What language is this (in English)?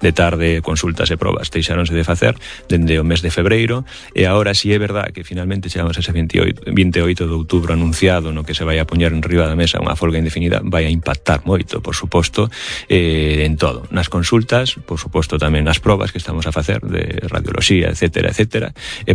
Galician